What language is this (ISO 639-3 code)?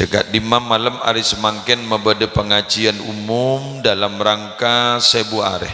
mad